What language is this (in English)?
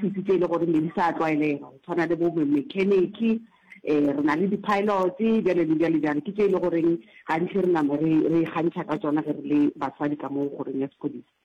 Northern Sotho